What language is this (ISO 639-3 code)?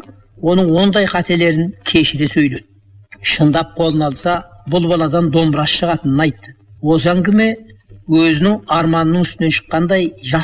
kaz